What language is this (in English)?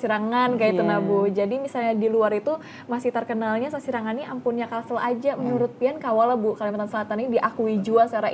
Banjar